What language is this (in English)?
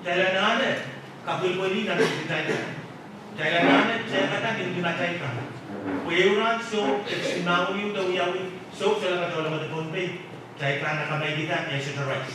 Pohnpeian